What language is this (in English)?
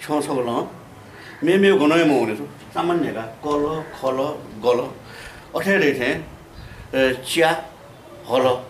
Newari